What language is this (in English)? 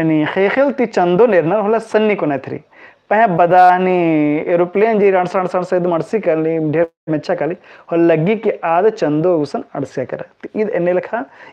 Kurukh